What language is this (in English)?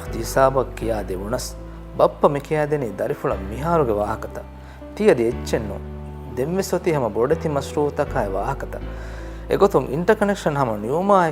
Divehi